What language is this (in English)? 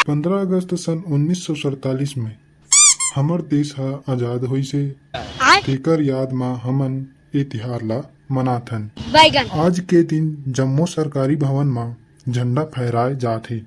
Chhattisgarhi